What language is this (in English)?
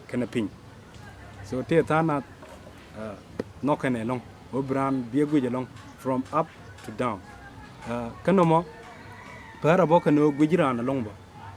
Nuer